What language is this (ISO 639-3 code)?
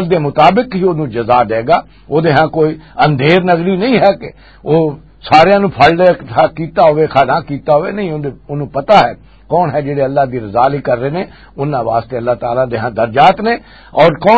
lah